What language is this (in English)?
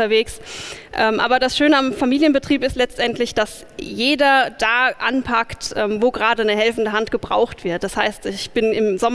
German